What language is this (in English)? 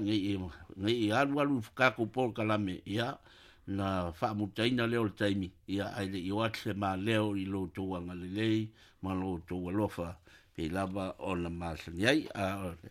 Samoan